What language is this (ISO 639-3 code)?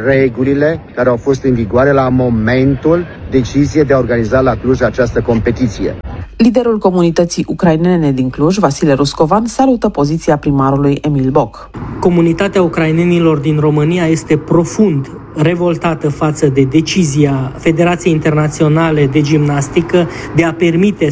ron